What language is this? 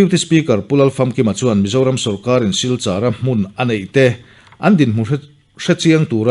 Mizo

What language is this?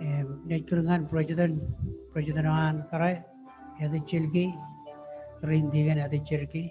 Marshallese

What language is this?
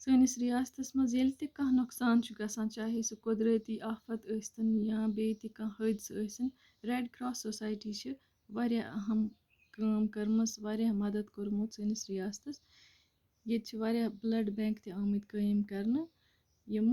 Kashmiri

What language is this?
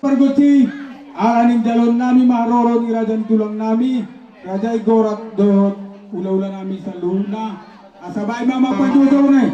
Batak Toba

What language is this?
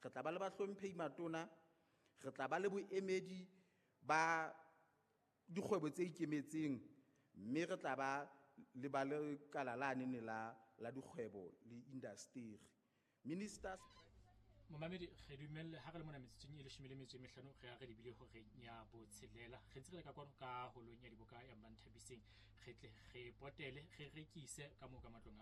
Southern Sotho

